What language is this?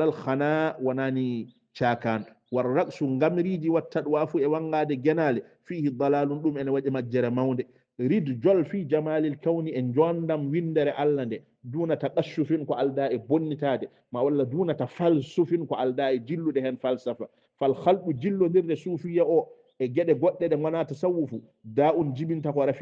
Fula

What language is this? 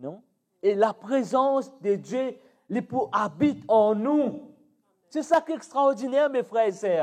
Morisyen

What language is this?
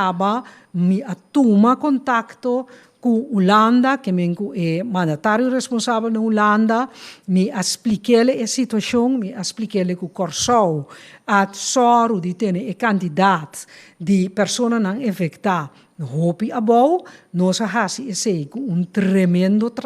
Papiamento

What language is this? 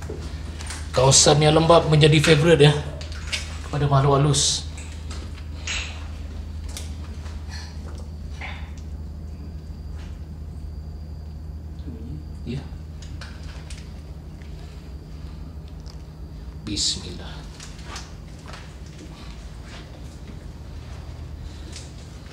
Malay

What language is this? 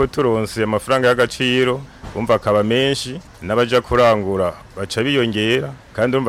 Rundi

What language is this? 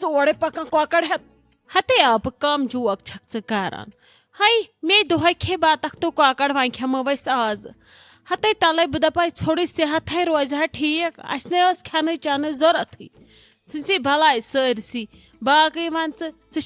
Kashmiri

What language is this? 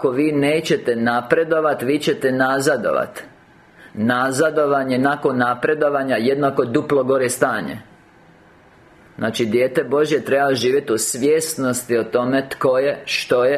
Croatian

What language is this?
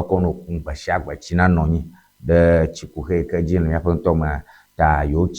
Ewe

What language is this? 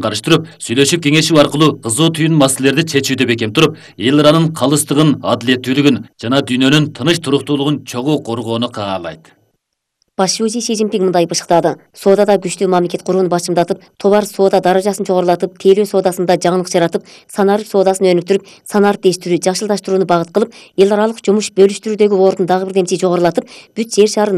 Kyrgyz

